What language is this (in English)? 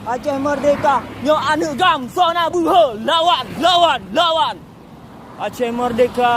Achinese